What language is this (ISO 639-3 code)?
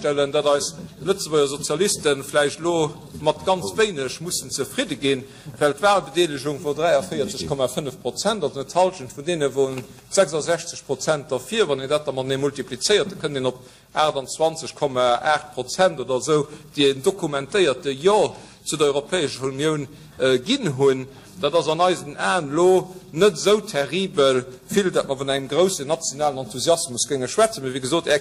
ltz